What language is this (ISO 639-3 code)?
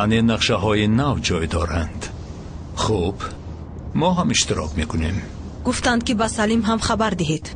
tgk